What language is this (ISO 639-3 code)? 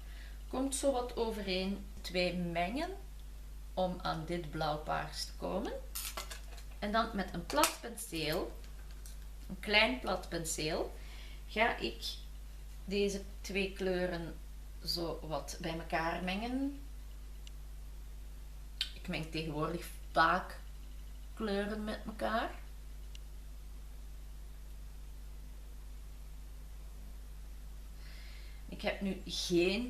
nld